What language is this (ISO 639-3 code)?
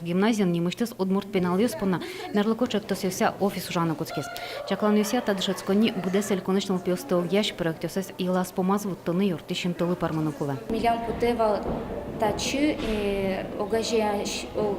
udm